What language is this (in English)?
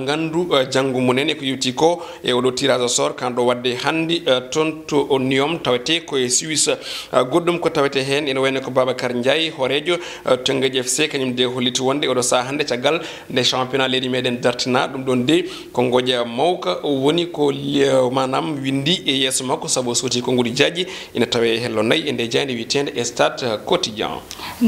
Fula